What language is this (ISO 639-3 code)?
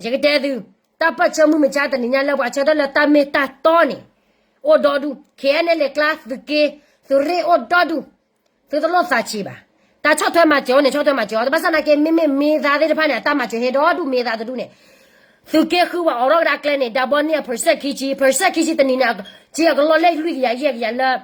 ksw